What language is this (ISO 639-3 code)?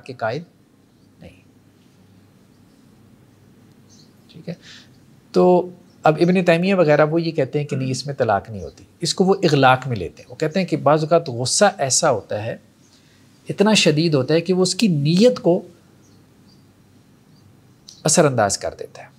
urd